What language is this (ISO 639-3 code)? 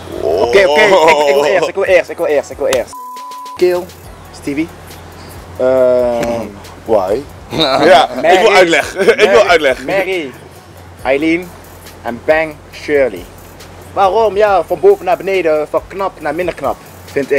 nld